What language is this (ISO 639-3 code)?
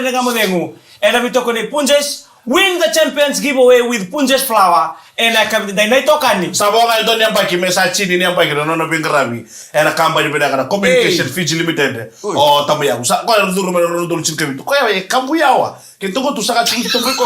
fij